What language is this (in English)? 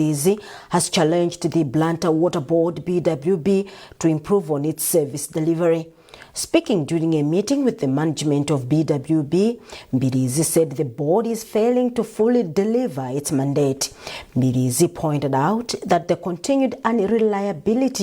English